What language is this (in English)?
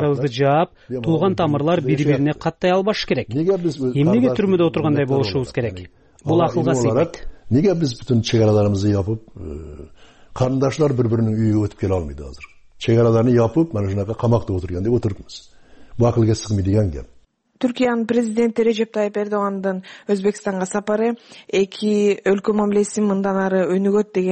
Kyrgyz